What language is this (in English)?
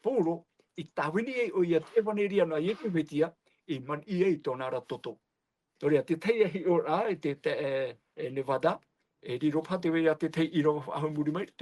Tahitian